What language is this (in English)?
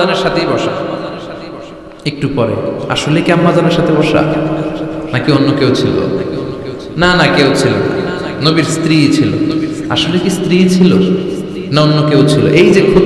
Bangla